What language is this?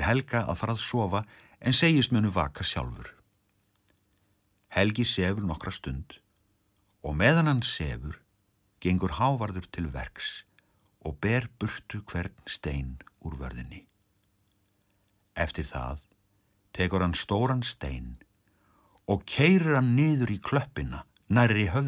Icelandic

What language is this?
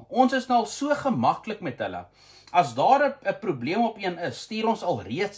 Afrikaans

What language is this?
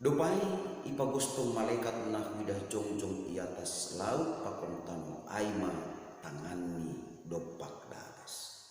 Batak Simalungun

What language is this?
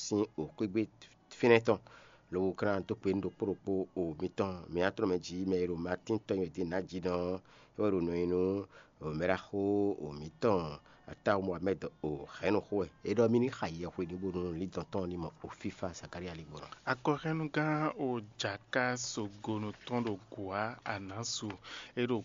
Fon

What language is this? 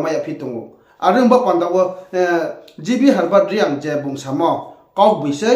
Riang (India)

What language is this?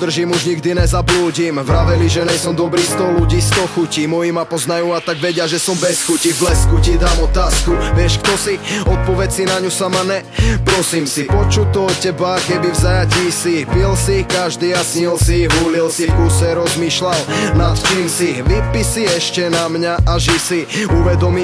Slovak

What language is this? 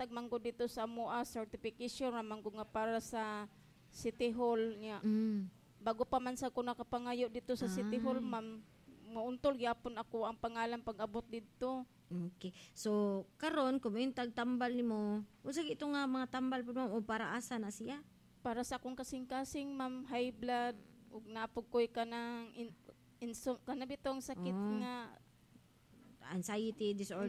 Cebuano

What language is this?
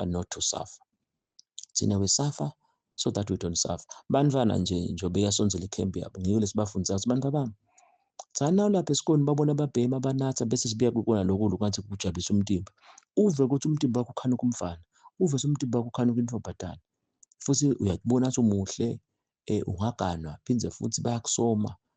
Zulu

